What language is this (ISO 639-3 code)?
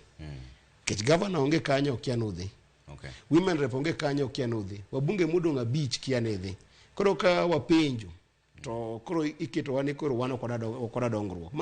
luo